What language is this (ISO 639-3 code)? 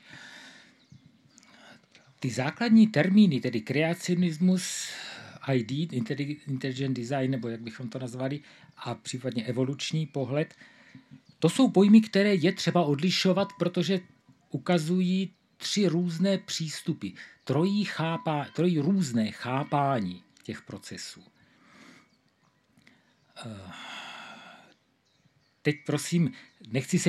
ces